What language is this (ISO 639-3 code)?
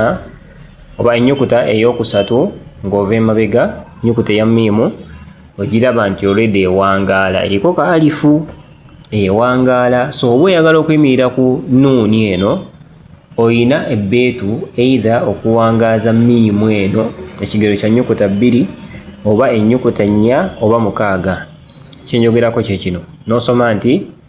lug